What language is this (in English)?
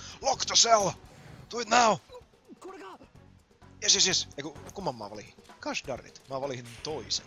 Finnish